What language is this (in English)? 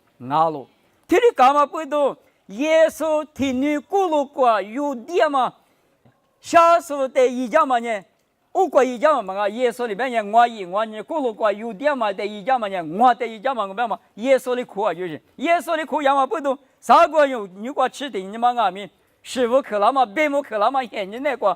Lisu